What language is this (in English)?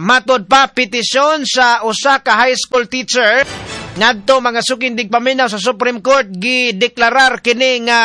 Cebuano